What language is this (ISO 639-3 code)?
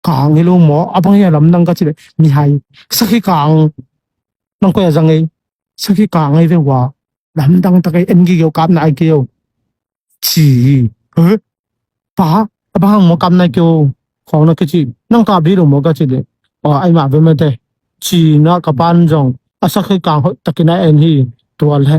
ctd